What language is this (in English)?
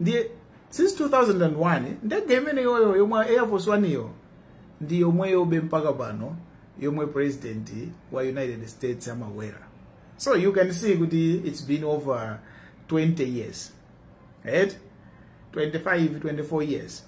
Nyanja